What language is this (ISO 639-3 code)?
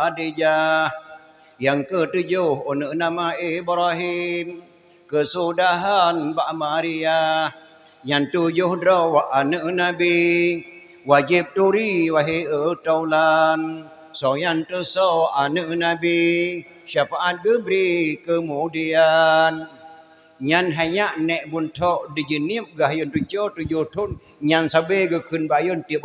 ace